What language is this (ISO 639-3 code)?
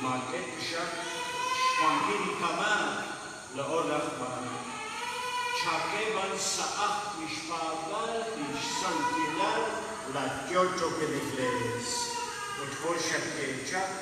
kek